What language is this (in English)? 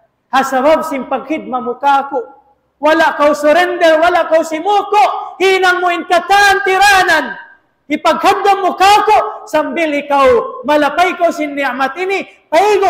Tausug